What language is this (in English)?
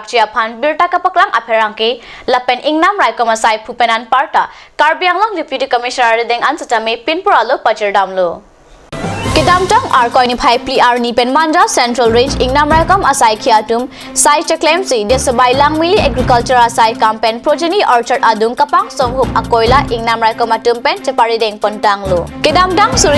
Karbi